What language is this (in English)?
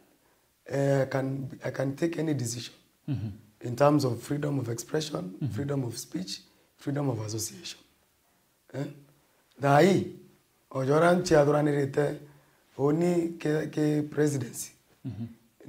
Meru